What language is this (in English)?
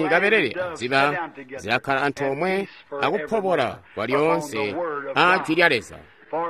Tonga (Zambia)